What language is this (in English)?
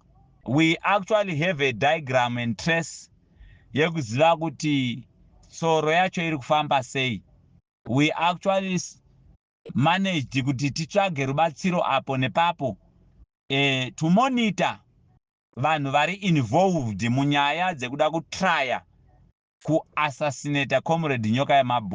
Shona